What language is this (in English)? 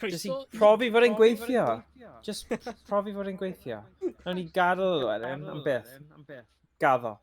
Welsh